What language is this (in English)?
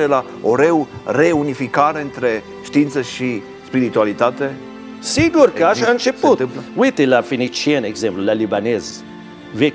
Romanian